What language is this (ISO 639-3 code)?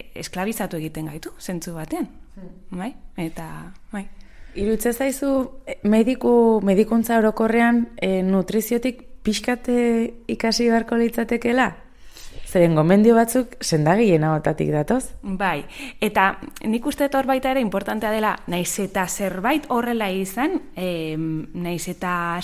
eus